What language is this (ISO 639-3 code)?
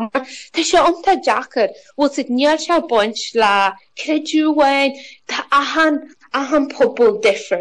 gle